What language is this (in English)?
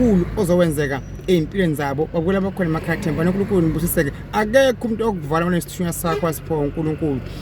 Zulu